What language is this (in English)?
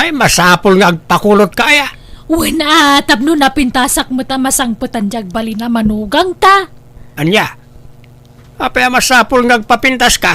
Iloko